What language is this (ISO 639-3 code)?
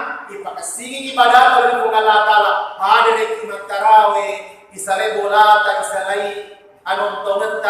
bug